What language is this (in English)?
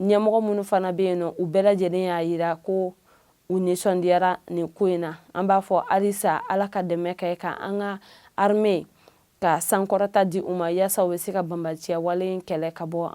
Bambara